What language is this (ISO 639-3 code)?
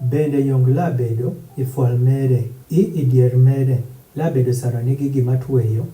adh